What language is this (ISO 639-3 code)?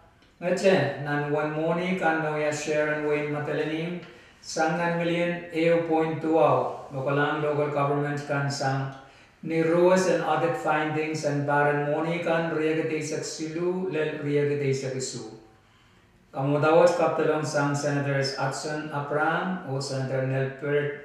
pon